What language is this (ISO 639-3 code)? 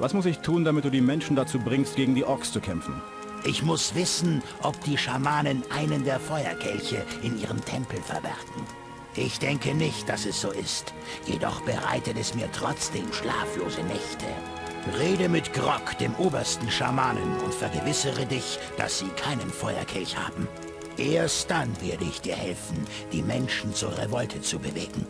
bar